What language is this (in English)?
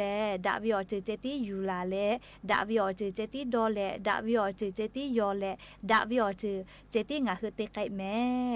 Lahu